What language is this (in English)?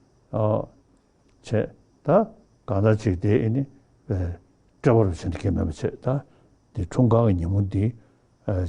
Tibetan